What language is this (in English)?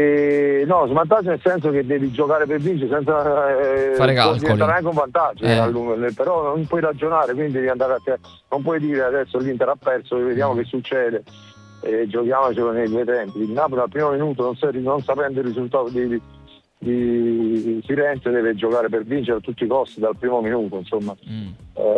Italian